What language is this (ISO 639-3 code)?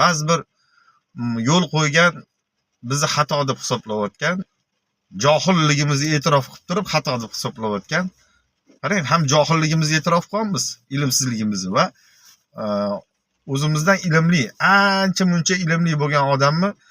uzb